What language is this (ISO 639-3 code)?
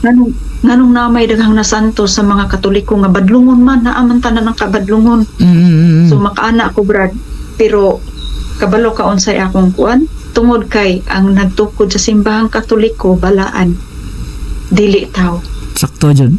ceb